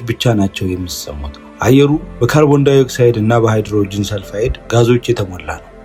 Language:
Amharic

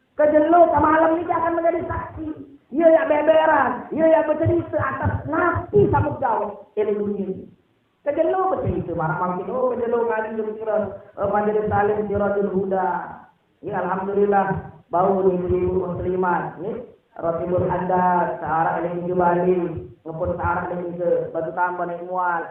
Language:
Sasak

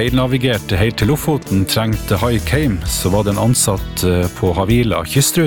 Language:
Norwegian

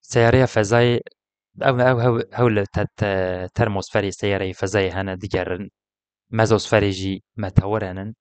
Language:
Kurdish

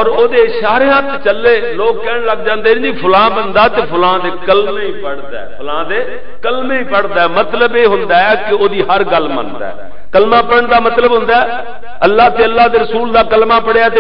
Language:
Western Panjabi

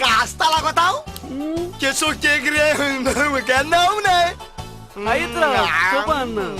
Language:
Konkani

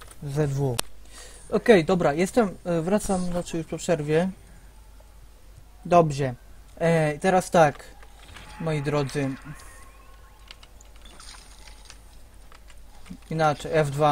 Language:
Polish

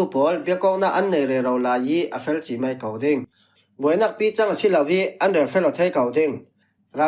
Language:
Falam Chin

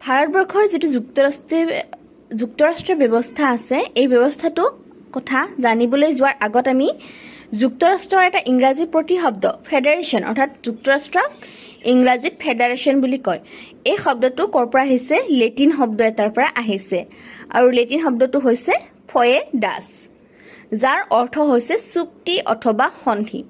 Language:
Assamese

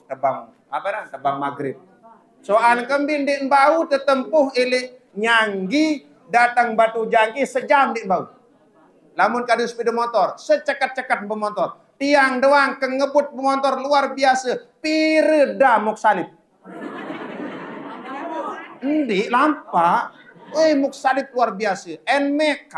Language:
Sasak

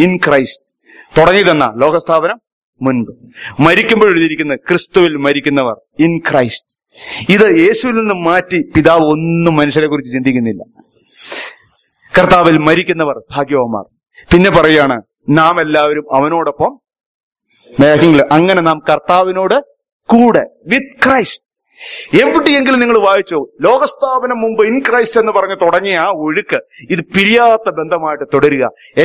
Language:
Malayalam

